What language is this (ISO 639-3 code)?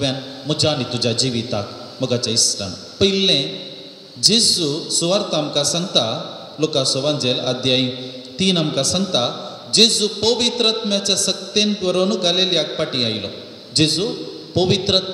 kok